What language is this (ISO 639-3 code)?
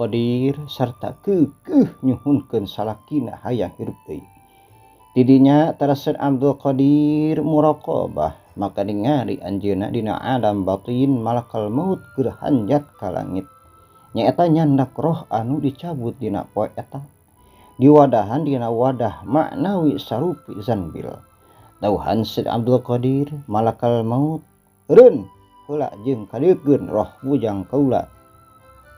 sun